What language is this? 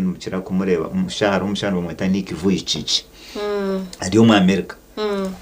Nyankole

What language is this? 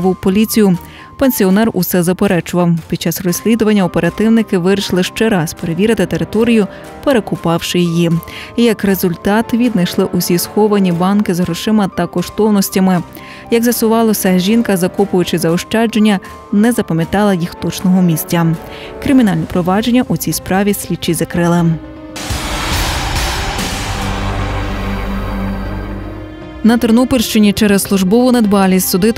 Ukrainian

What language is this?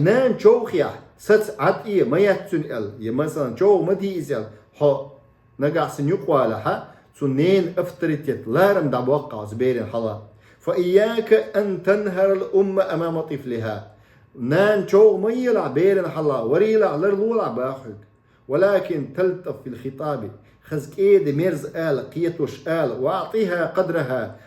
Chechen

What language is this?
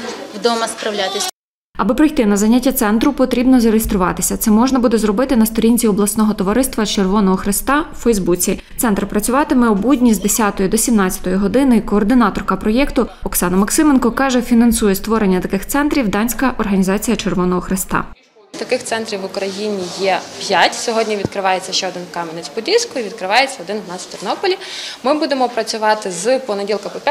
Ukrainian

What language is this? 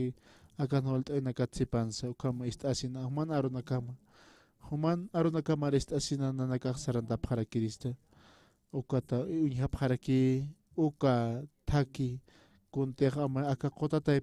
Aymara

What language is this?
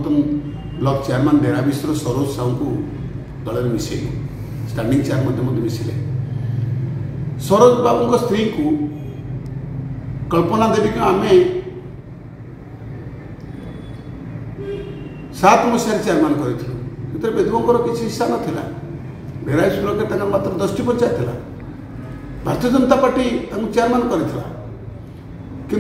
Odia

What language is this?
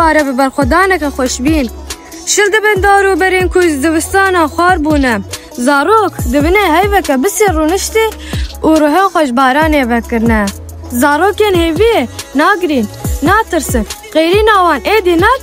Kurdish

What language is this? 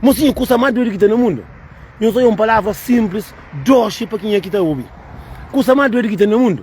Kabuverdianu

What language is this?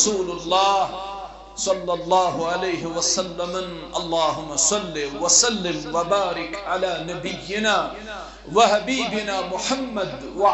Kashmiri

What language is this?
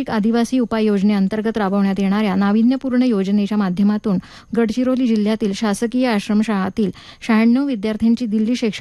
Marathi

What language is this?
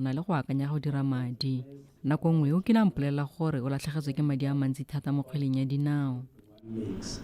Tswana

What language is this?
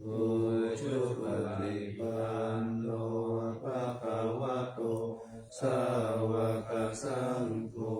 Pali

